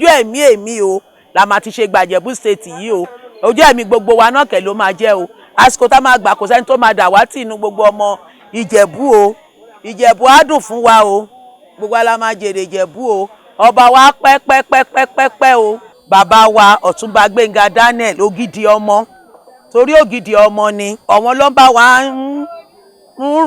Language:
Yoruba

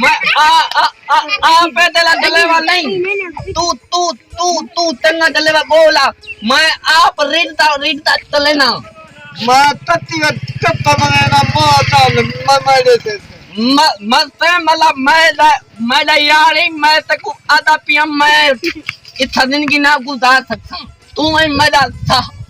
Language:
Saraiki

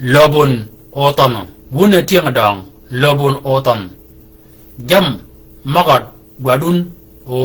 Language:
Shilluk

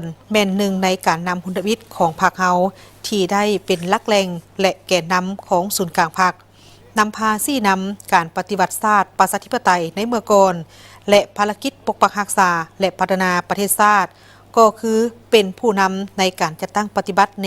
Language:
Lao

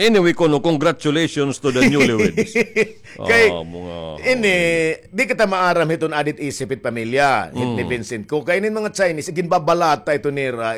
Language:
Waray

